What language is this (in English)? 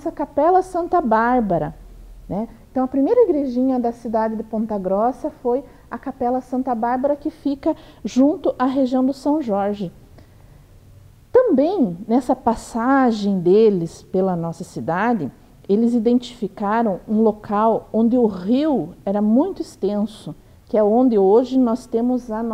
Portuguese